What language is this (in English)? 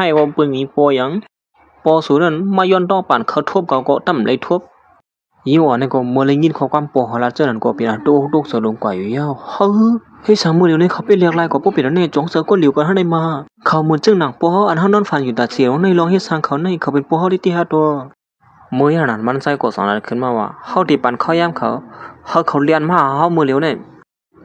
Shan